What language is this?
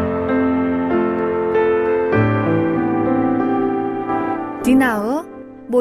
Burmese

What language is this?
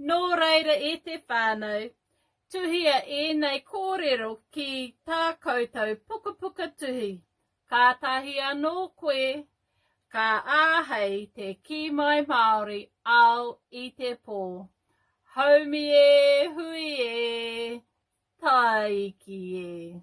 Māori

